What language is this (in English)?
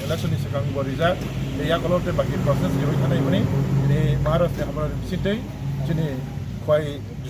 Kok Borok